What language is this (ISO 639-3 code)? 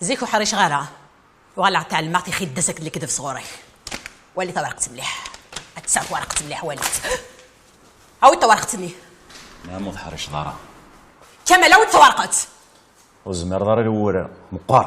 kab